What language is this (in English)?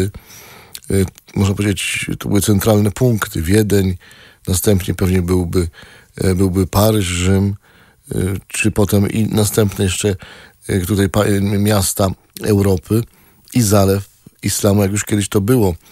Polish